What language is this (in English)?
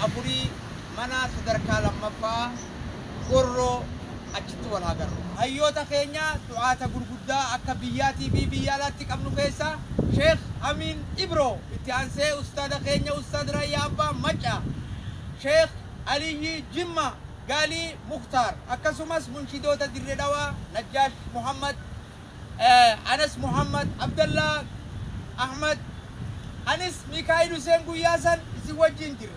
Oromo